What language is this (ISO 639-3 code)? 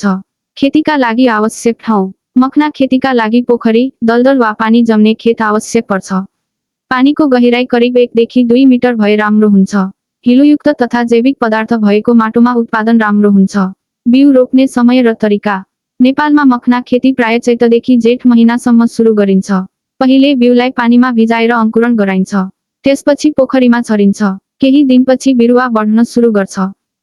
nep